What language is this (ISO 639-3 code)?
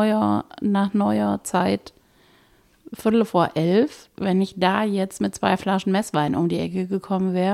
deu